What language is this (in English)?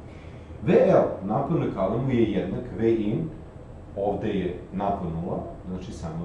Serbian